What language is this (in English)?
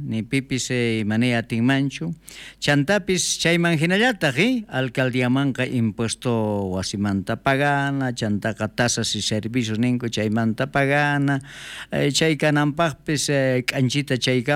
South Bolivian Quechua